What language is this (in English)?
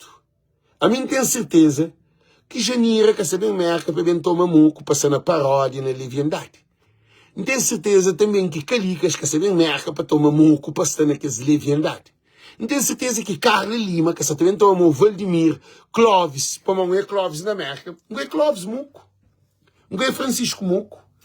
Kabuverdianu